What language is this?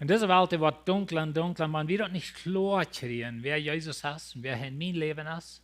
Plautdietsch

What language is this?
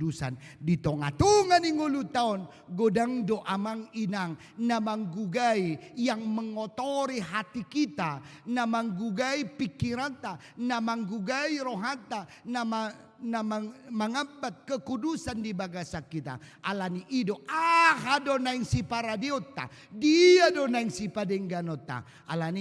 Batak Toba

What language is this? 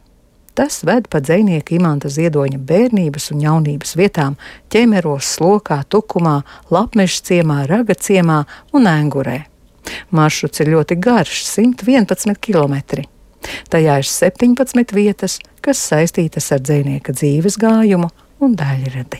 Latvian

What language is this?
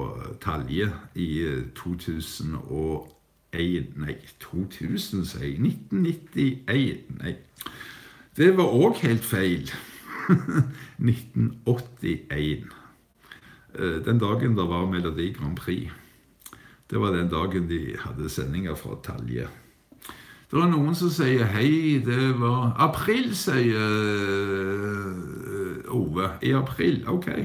Norwegian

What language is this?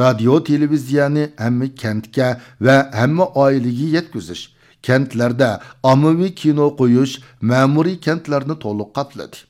Uyghur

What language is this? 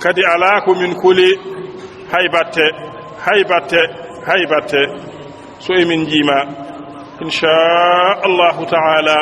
Fula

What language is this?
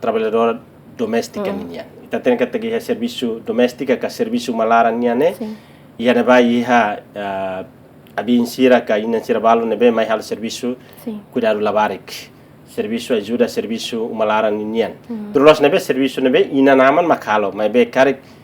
Tetum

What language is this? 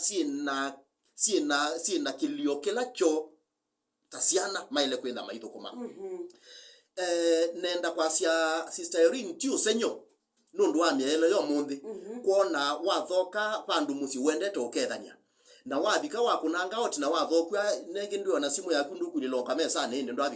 Kamba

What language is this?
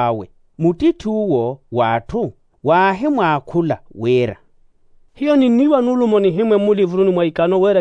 Makhuwa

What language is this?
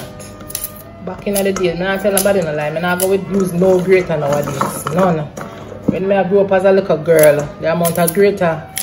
Jamaican Creole English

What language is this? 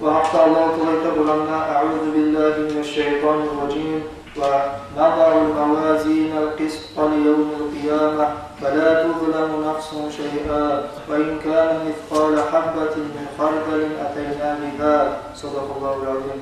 Kumyk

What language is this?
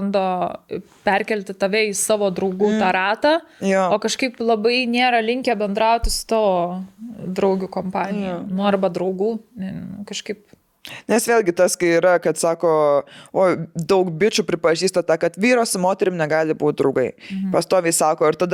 Lithuanian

